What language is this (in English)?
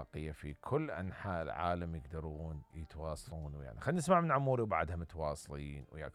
Mesopotamian Arabic